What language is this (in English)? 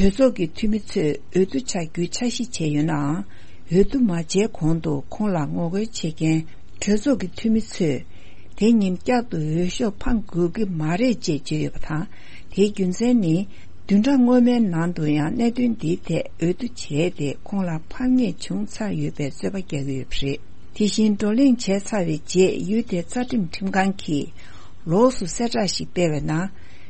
Tibetan